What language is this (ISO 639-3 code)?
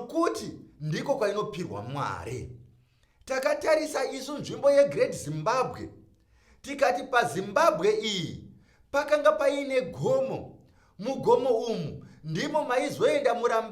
sna